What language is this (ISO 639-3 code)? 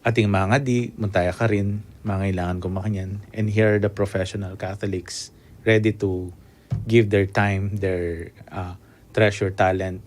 pam